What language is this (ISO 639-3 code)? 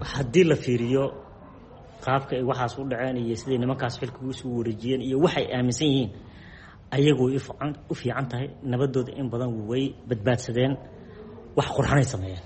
som